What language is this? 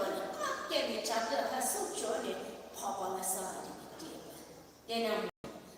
Poumei Naga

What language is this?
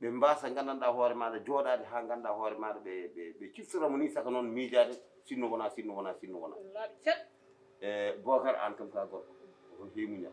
Fula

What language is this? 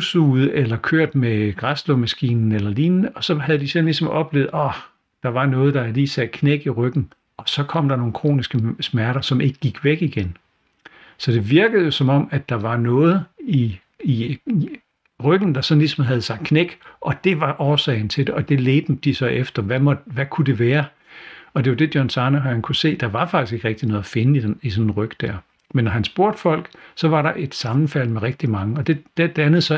Danish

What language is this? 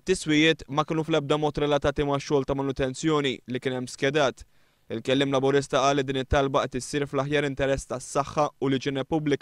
Maltese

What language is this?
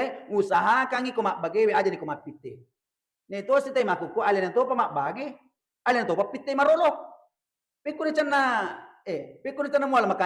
Buginese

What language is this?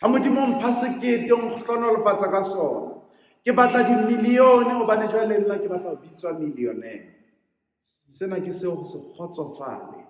Southern Sotho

